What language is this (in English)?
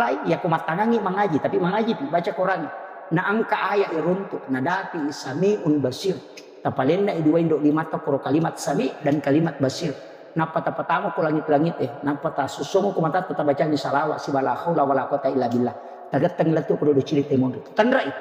Buginese